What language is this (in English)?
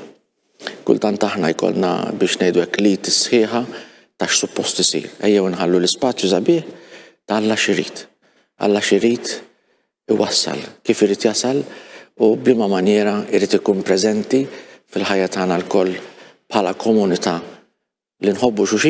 Maltese